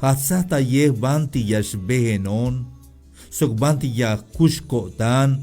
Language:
Tzeltal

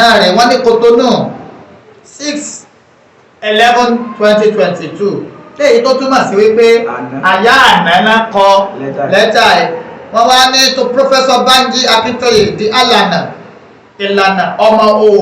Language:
Yoruba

